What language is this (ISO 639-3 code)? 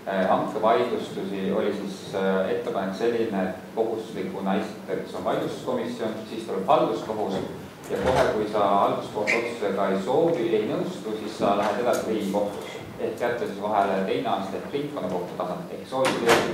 est